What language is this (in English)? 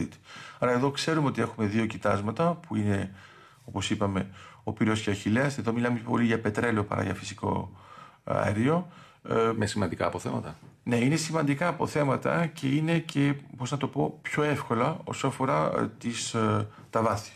Greek